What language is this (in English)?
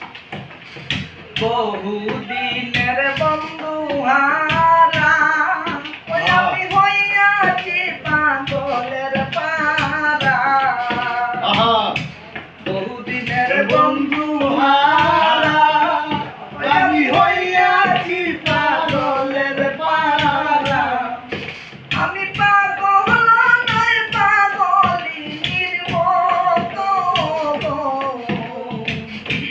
Bangla